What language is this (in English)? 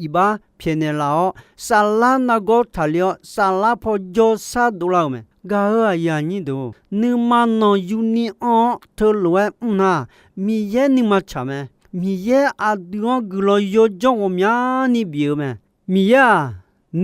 Akha